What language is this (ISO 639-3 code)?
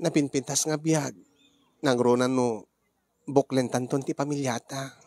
ilo